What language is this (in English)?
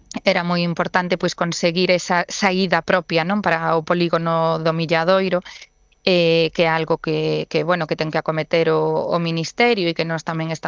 Galician